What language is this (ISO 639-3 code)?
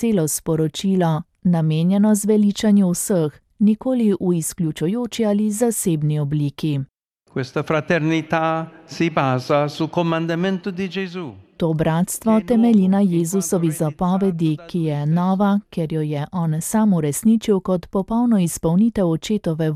slv